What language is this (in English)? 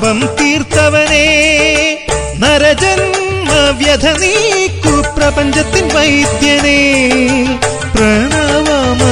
Malayalam